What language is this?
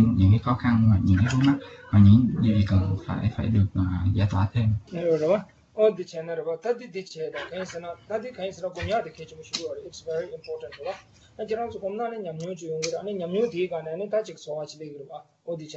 Vietnamese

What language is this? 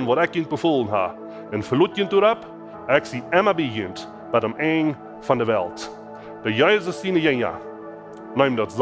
Plautdietsch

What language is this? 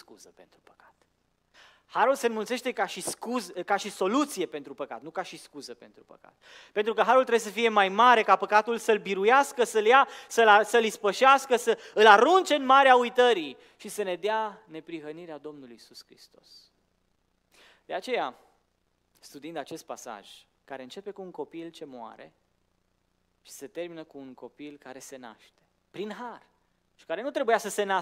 Romanian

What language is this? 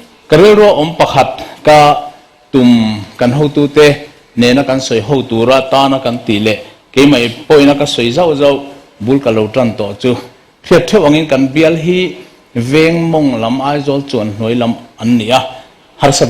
Mizo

